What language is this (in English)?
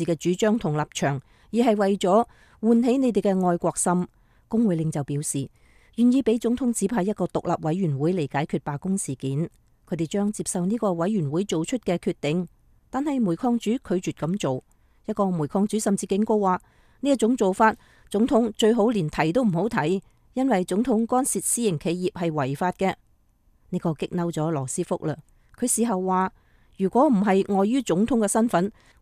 Cantonese